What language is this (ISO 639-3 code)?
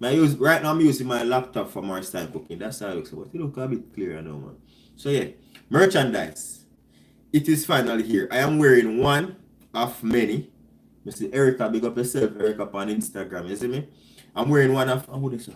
jam